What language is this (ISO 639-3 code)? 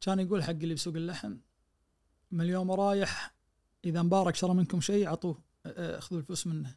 ars